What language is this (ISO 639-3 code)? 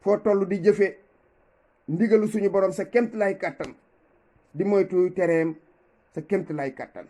wol